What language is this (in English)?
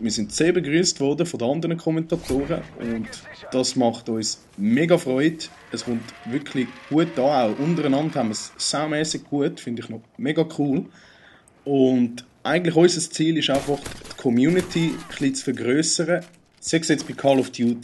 Swiss German